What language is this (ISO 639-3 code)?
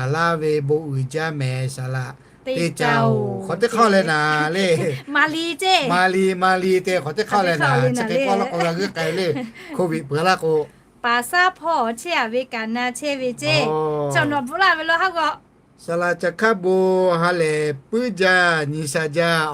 lhu